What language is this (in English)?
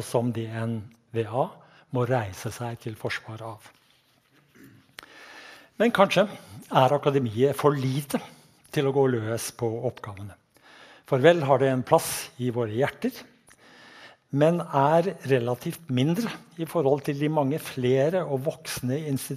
Norwegian